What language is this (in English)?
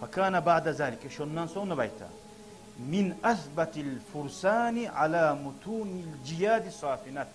Kumyk